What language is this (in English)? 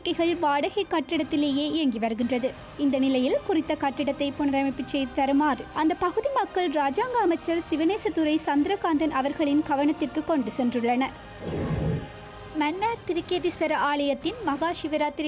Tamil